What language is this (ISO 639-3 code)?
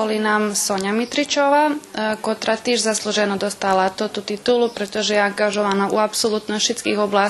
rue